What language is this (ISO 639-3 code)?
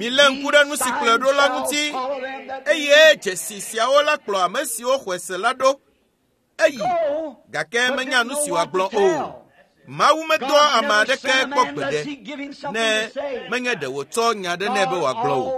ewe